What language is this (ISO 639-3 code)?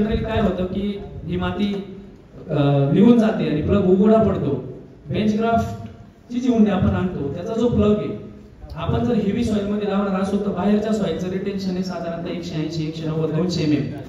mar